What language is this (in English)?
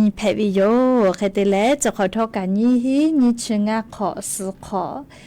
Lahu